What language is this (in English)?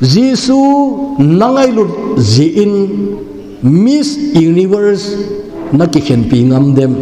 Thado Chin